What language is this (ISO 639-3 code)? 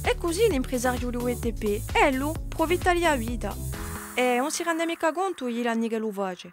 cos